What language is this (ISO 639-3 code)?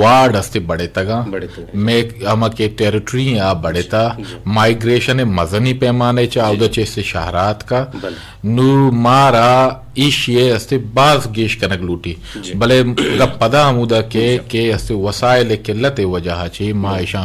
bgp